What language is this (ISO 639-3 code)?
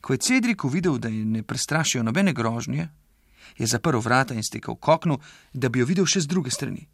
slv